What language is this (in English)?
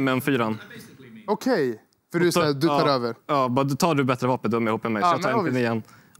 Swedish